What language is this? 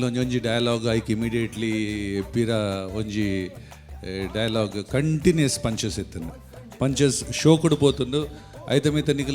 Tulu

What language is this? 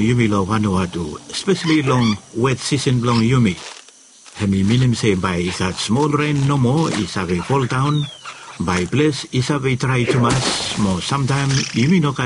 Bislama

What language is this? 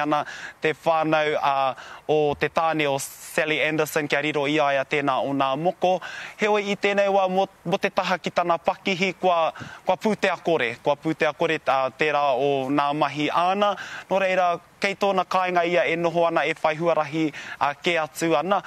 Māori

